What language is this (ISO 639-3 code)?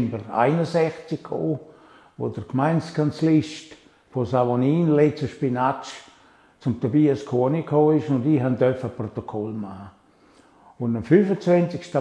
gsw